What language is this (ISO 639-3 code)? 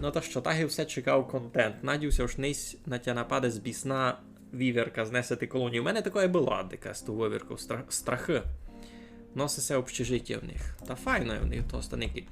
rue